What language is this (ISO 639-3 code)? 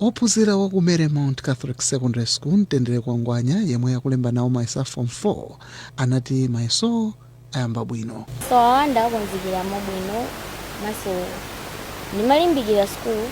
nya